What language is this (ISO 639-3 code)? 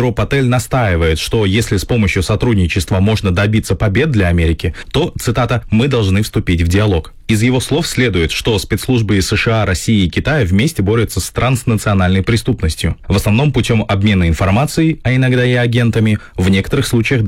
rus